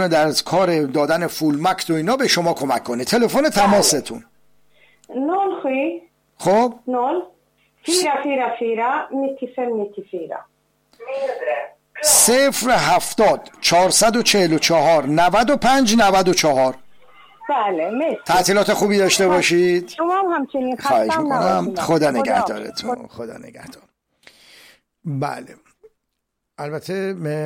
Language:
Persian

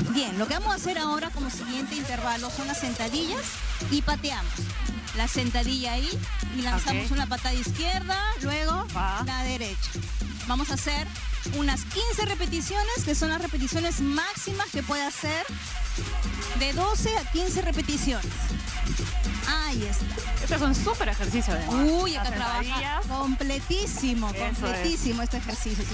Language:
Spanish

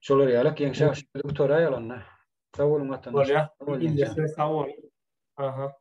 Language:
Turkmen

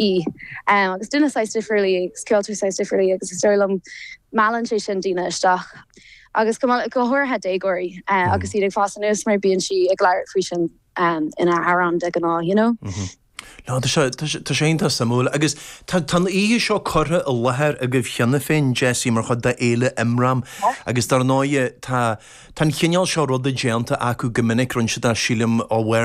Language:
Irish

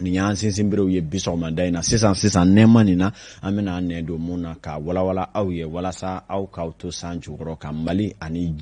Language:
Bambara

